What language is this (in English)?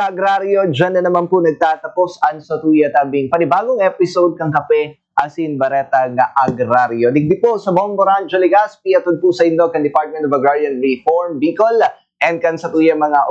Bikol